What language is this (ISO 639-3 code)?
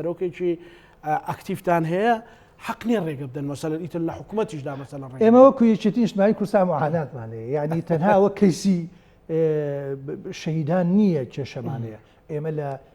ckb